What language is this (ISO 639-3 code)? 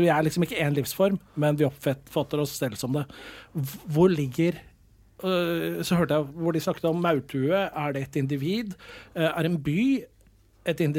nor